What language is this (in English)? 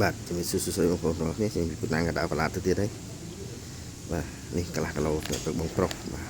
Khmer